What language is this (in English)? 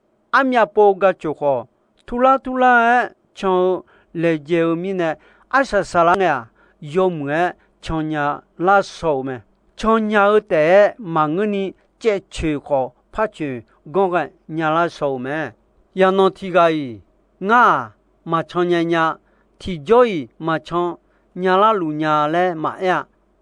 Akha